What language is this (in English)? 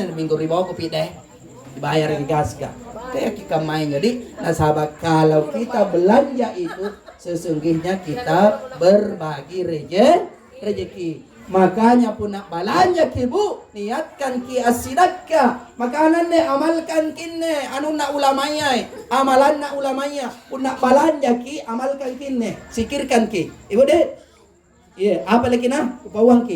Makasar